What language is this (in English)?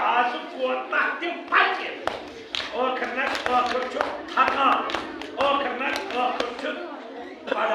Kashmiri